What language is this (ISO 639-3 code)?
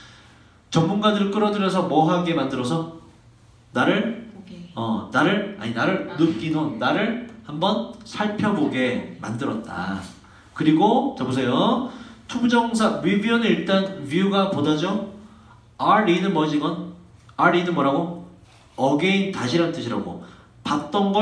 kor